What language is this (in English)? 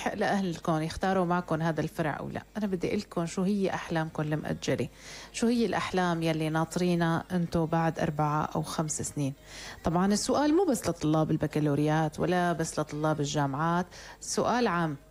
North Levantine Arabic